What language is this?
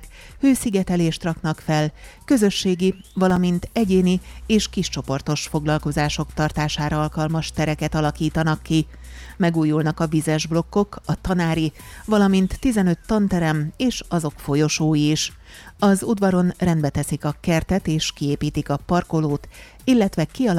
Hungarian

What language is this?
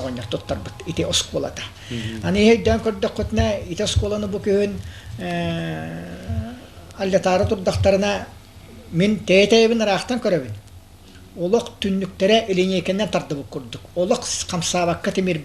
Yakut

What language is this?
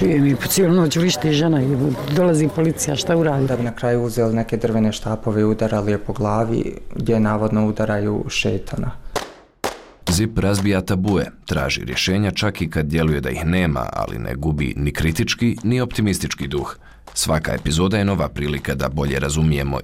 Bosnian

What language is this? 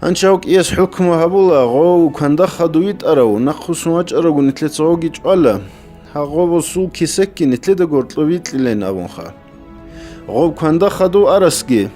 Avaric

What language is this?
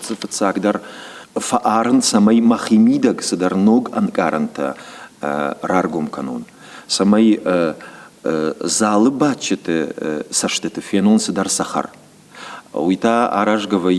Ossetic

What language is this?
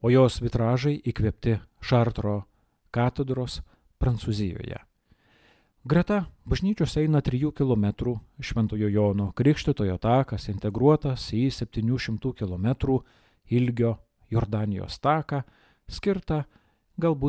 Lithuanian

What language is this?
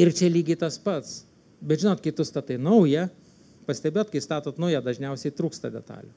Lithuanian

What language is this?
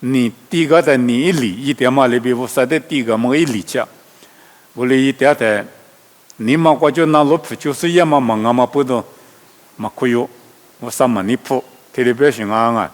Lisu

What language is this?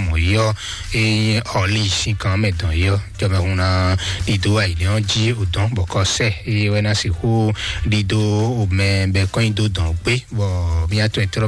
Fon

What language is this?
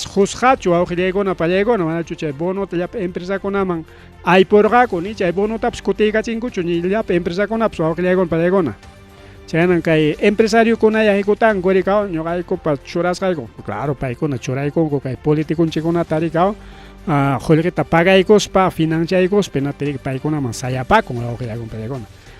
Ayacucho Quechua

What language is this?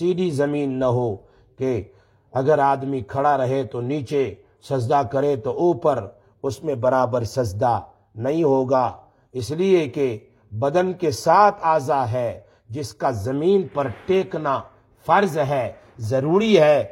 Urdu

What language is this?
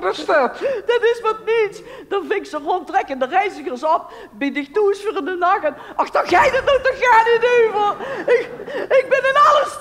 Limburgish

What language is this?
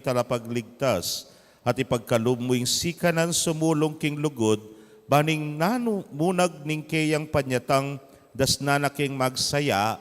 Pampanga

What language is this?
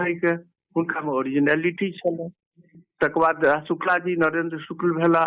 Maithili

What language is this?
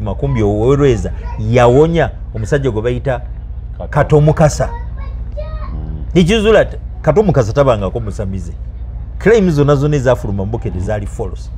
Ganda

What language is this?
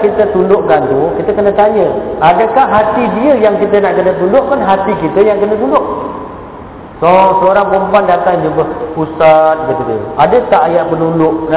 Malay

